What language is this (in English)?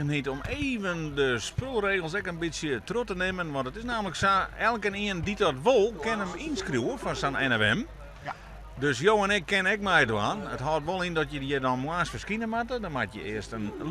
Western Frisian